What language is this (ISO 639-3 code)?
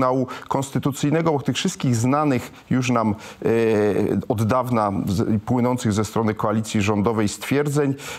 pol